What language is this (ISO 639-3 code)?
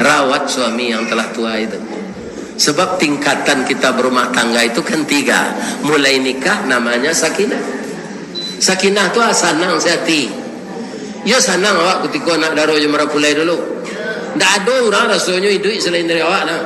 min